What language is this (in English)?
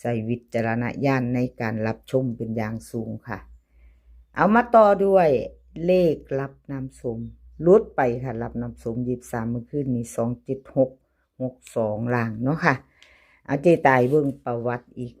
Northeastern Thai